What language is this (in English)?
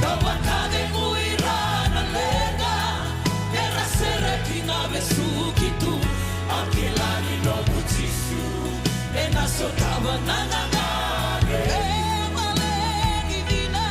Fijian